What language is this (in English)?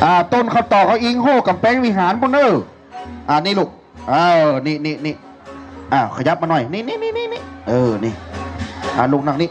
Shan